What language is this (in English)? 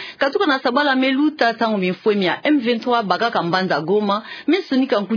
Kituba (Democratic Republic of Congo)